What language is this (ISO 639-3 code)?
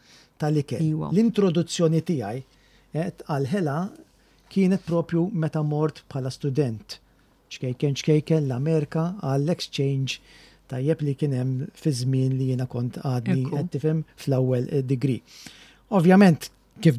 mlt